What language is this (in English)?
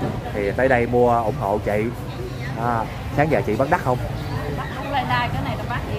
Vietnamese